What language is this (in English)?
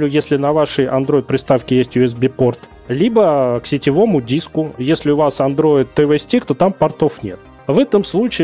Russian